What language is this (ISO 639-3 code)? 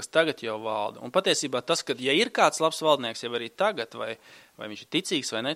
lav